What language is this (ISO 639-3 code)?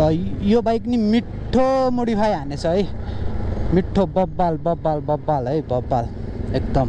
nep